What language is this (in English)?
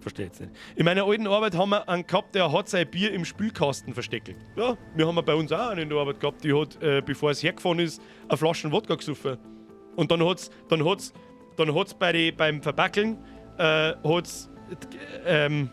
Bavarian